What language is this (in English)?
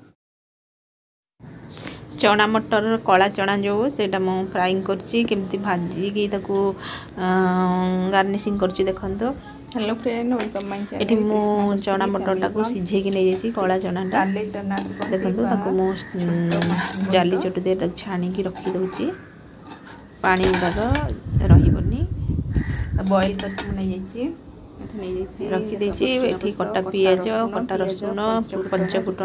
Odia